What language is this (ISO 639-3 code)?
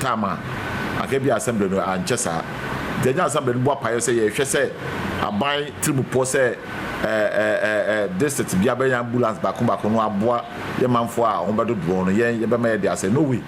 aka